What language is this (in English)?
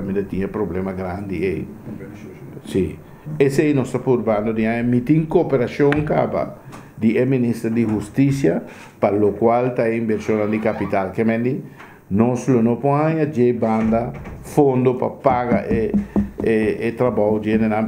Papiamento